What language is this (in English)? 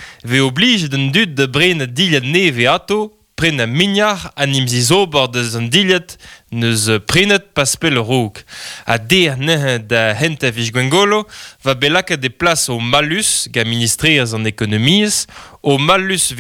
Breton